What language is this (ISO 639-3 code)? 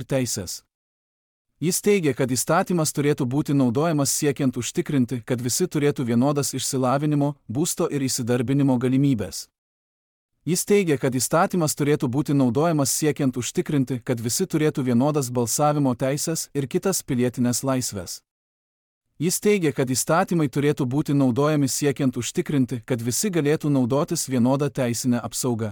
lit